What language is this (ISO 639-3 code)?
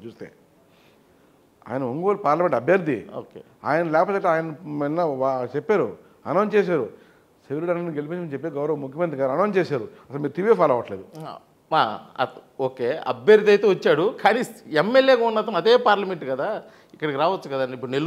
tel